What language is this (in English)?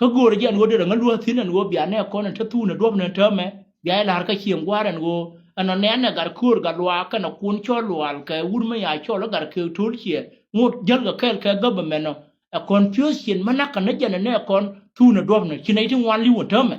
Nuer